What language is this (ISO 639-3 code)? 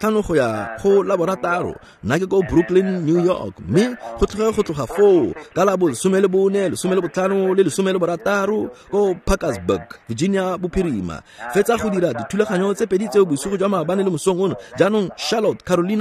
tsn